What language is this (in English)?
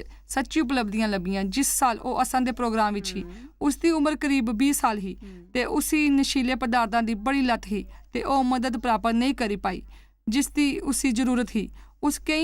Dogri